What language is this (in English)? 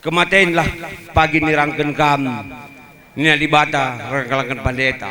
Batak Karo